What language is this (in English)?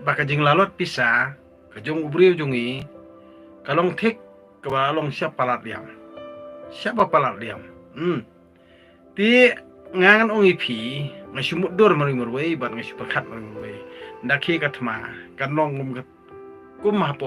Khasi